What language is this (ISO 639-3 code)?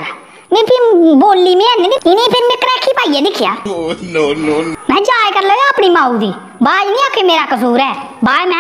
doi